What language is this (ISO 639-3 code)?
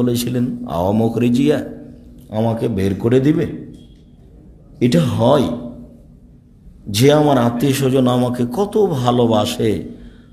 ben